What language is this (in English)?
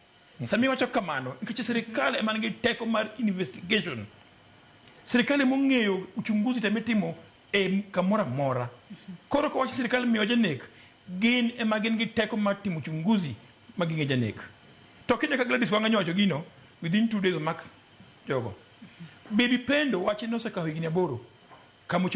Luo (Kenya and Tanzania)